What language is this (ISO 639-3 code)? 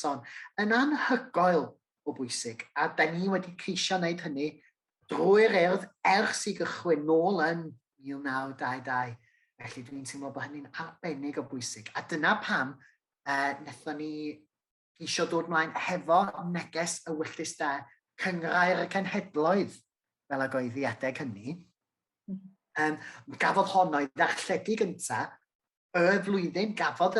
cym